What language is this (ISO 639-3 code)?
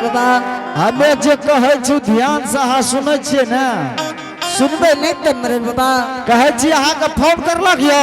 anp